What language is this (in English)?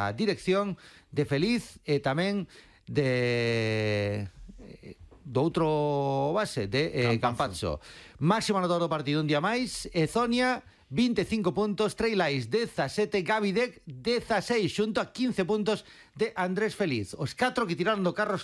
Galician